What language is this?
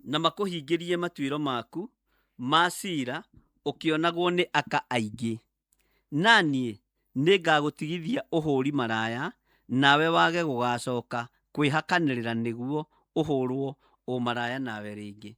Kikuyu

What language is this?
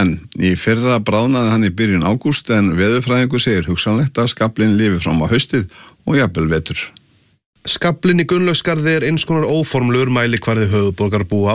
Icelandic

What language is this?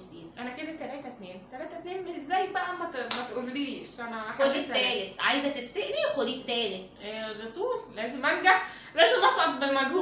Egyptian Arabic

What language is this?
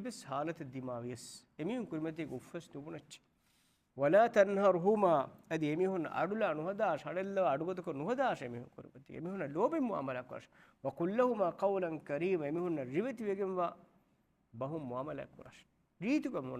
Divehi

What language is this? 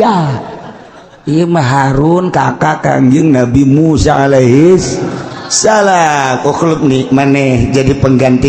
Sundanese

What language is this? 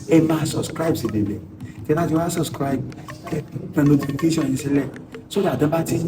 Yoruba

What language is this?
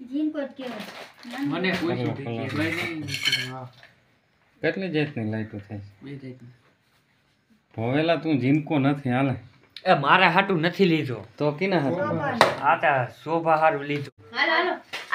Gujarati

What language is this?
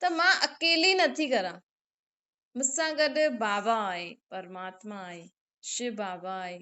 Sindhi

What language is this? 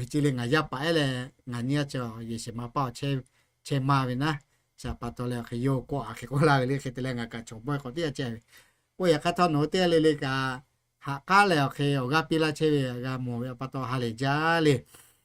Lahu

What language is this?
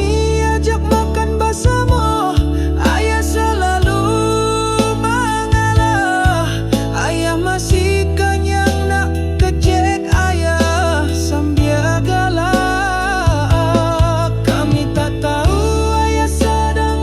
Minangkabau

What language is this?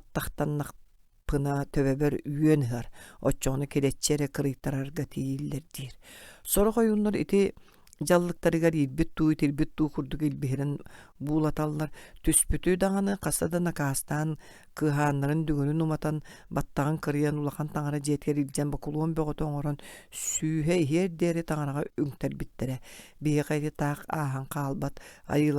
Yakut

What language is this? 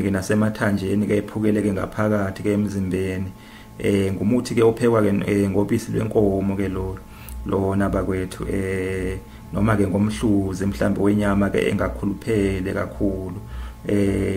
Zulu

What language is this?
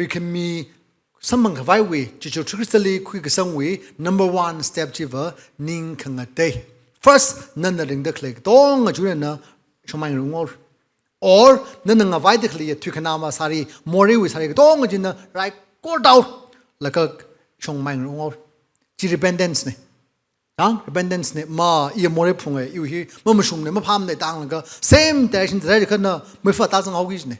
Tangkhul Naga (India)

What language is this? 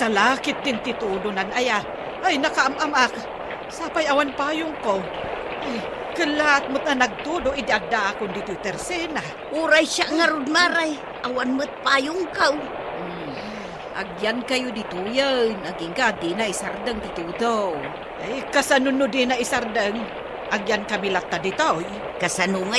Iloko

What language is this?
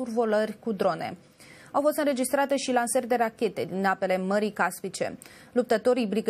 Romanian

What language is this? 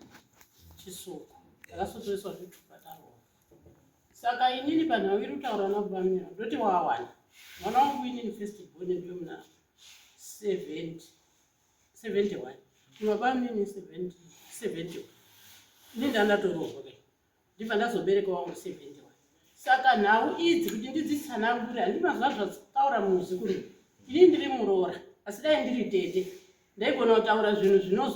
Shona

